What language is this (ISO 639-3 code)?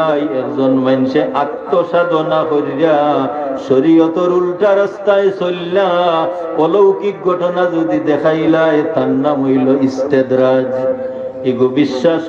syl